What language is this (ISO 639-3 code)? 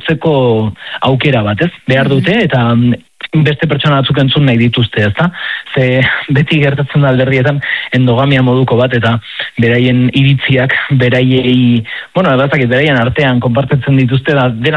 eus